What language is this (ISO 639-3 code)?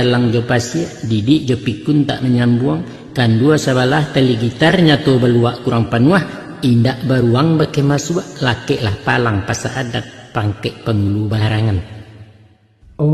min